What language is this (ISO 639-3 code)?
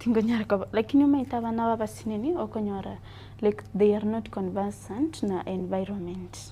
guz